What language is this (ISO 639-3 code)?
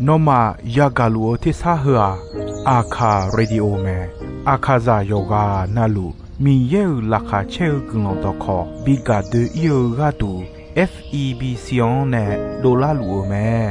ahk